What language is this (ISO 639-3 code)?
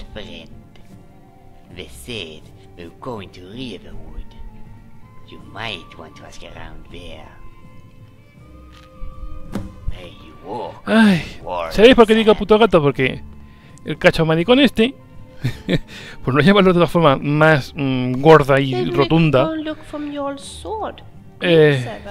spa